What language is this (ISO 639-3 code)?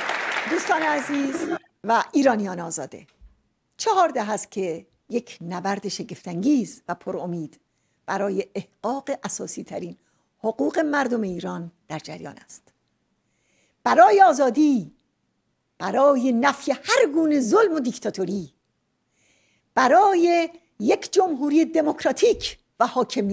fas